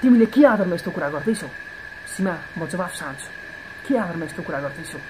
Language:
Nepali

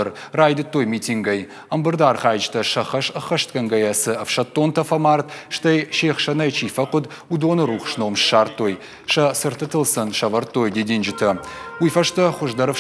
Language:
Ossetic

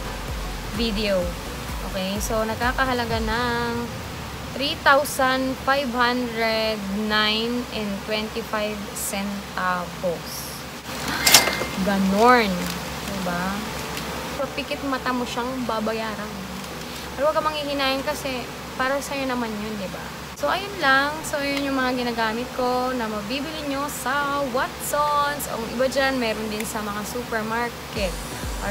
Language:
Filipino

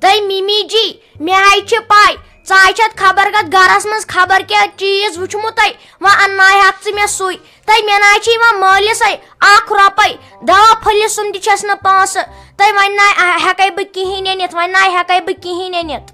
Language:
Kashmiri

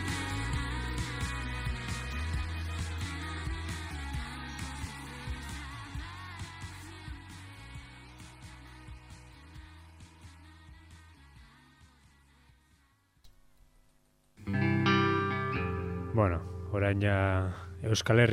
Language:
Basque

